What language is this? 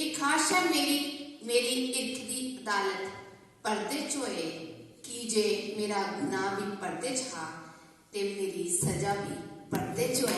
Dogri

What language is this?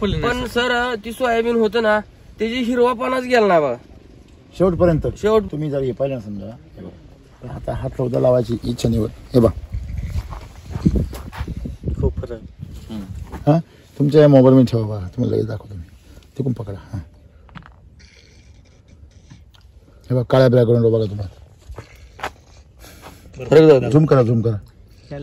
Marathi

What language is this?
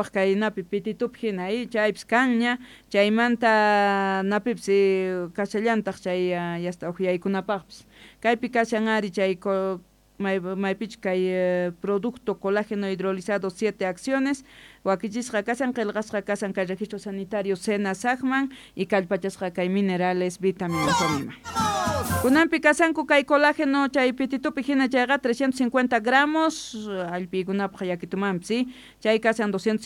Quechua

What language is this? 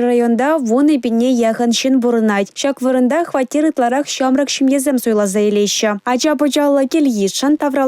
Chuvash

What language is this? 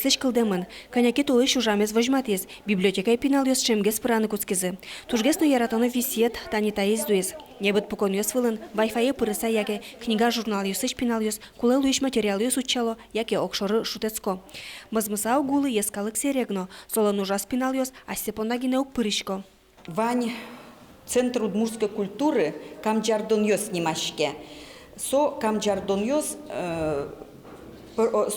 Udmurt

